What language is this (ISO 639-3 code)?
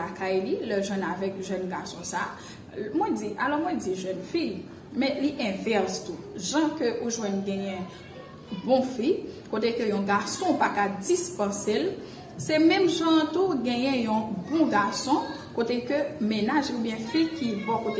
hat